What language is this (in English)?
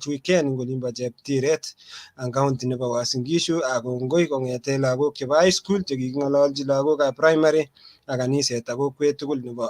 Kalenjin